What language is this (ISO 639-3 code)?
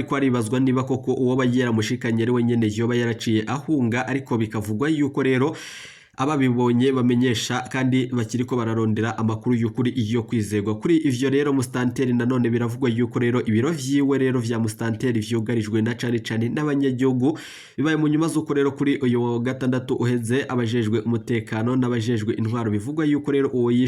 run